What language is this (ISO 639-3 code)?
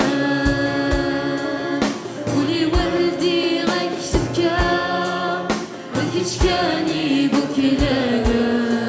kab